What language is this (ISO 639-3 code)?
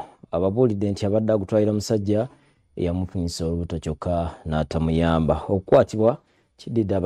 lug